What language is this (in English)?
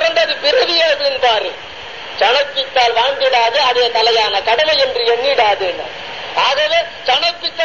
Tamil